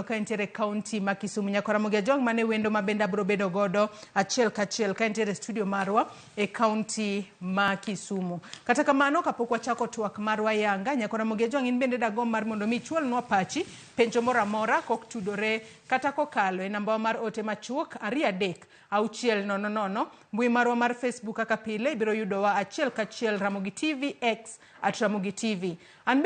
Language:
Luo (Kenya and Tanzania)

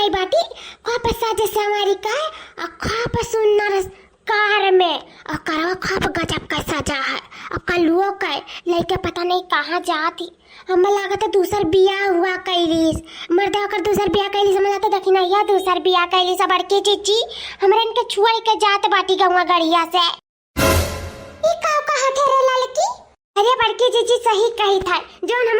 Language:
Awadhi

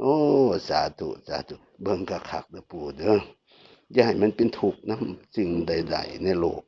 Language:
Northeastern Thai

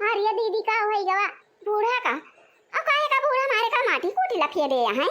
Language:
Awadhi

